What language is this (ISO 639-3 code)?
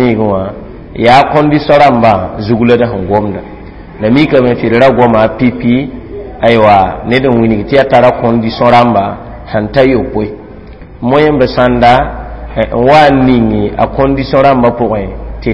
mos